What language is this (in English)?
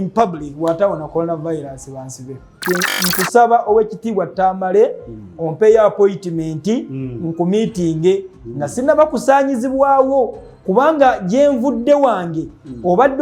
Ganda